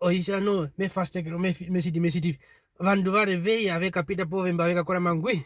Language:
Herero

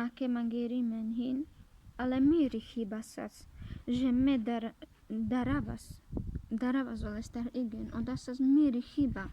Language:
Carpathian Romani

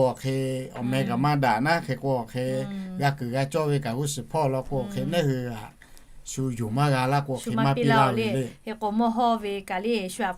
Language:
Lahu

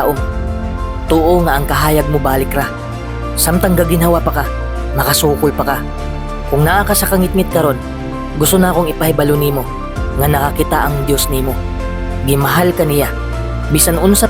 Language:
Cebuano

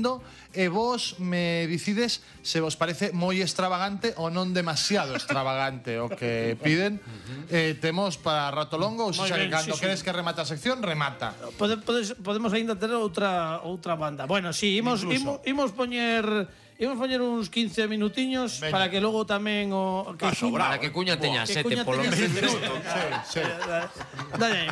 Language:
Galician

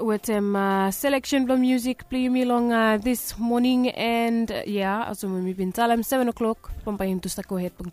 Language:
Bislama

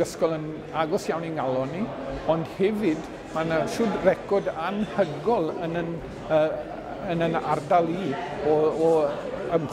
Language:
Welsh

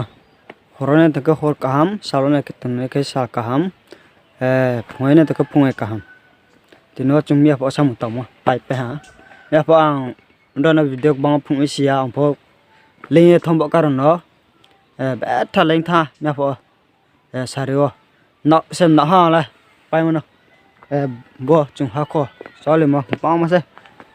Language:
Riang (India)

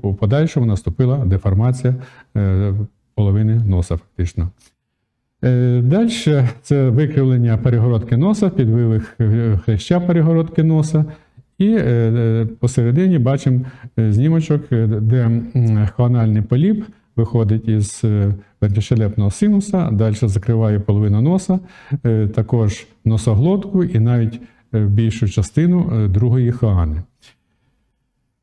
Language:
Ukrainian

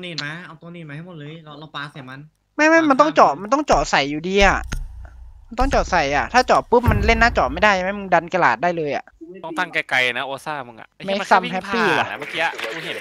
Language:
Thai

